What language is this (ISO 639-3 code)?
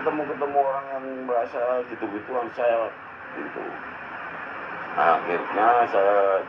ind